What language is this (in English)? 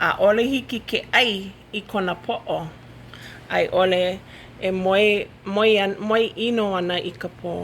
Hawaiian